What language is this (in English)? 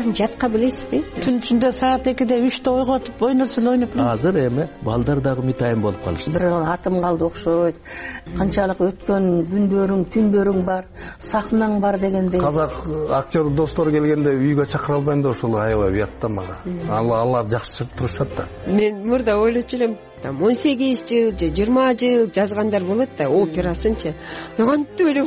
Kyrgyz